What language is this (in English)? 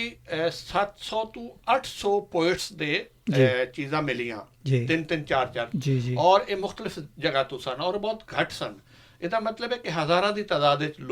Western Panjabi